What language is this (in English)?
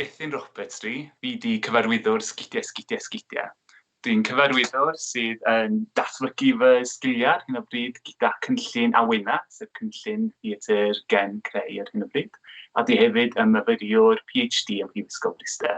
Welsh